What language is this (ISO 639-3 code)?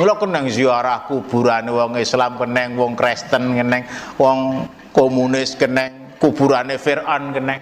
jav